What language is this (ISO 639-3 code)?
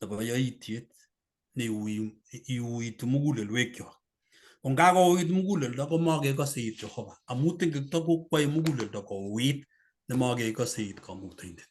kln